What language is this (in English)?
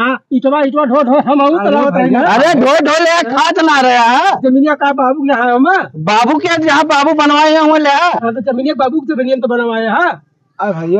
Awadhi